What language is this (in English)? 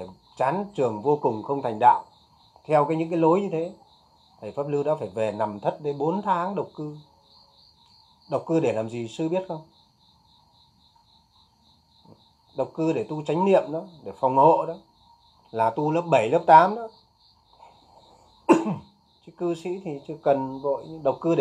Vietnamese